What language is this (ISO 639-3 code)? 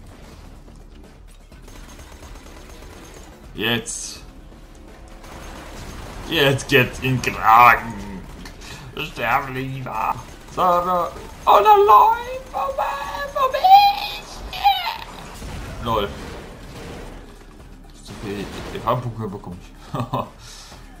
deu